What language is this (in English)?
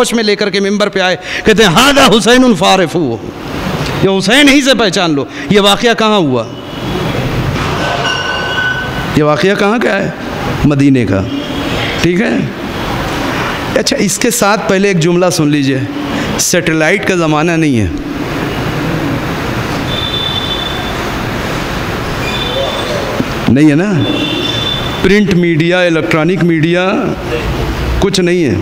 Urdu